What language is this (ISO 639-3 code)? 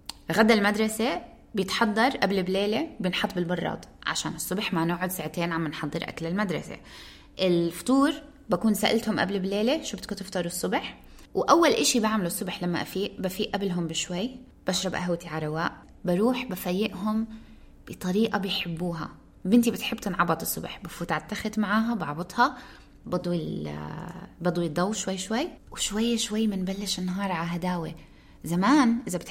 apc